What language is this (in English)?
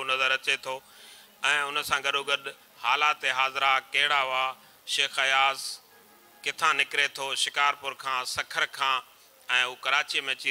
Sindhi